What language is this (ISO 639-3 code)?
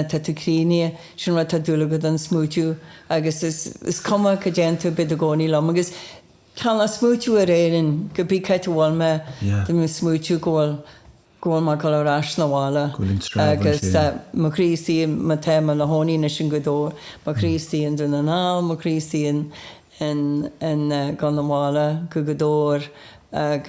gle